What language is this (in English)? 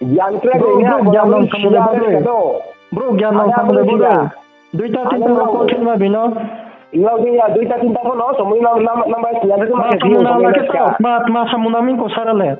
Riang (India)